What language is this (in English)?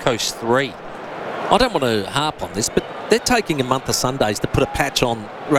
English